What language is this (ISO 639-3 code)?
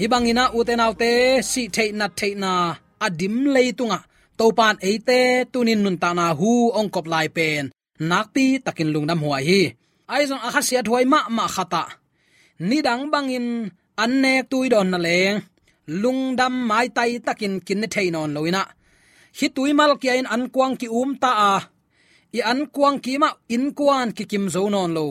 ctd